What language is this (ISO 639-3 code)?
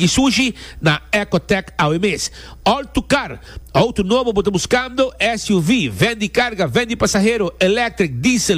pap